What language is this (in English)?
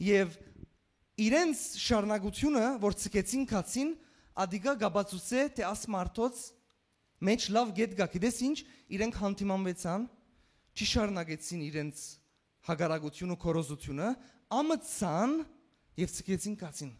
Western Armenian